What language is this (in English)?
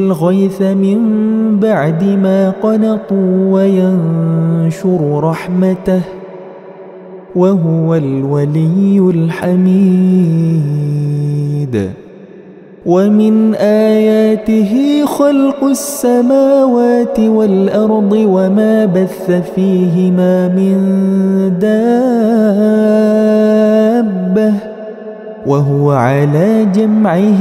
Arabic